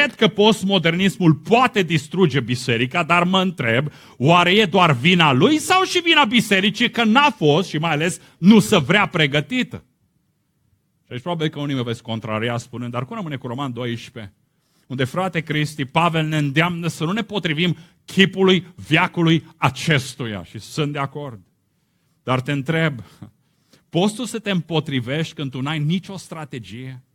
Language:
Romanian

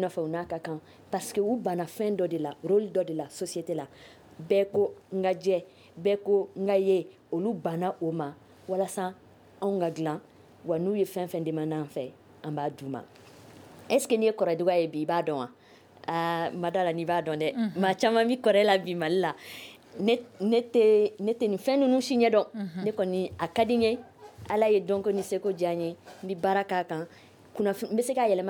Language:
Bambara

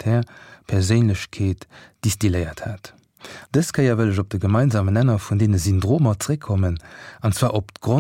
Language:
Luxembourgish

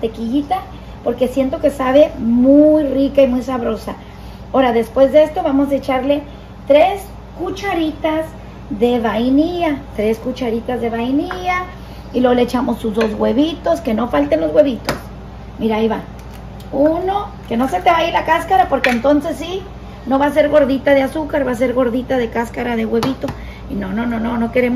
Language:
Spanish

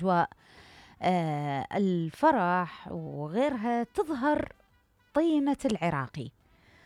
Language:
Mesopotamian Arabic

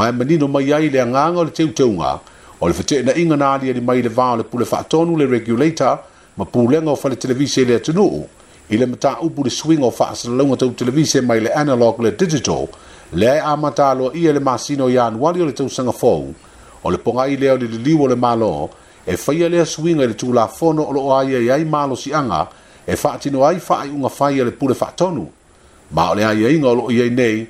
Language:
Samoan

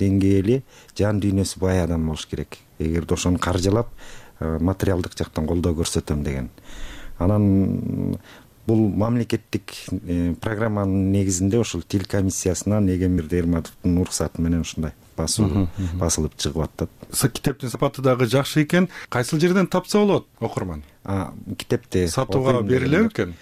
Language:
Kyrgyz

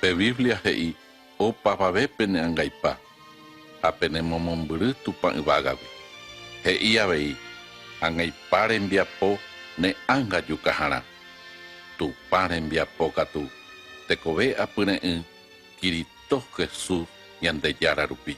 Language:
Guarani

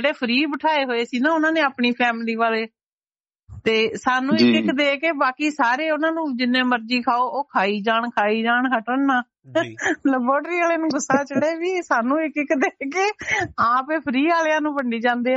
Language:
Punjabi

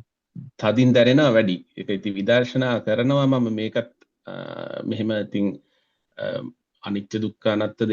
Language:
Sinhala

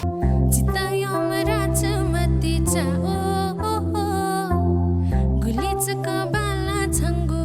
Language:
Newari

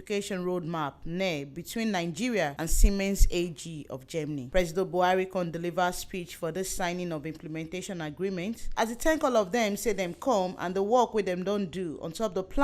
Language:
Nigerian Pidgin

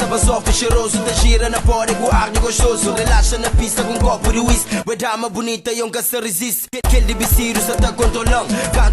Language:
Kabuverdianu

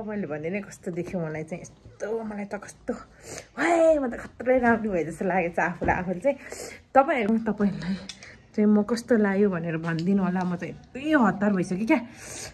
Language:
Nepali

